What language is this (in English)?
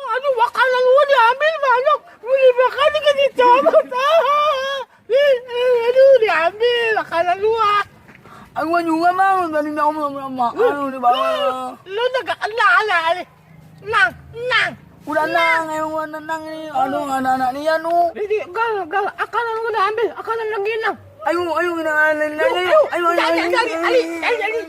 Betawi